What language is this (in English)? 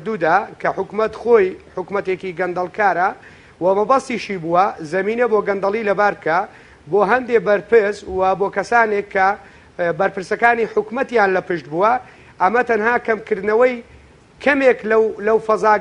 Central Kurdish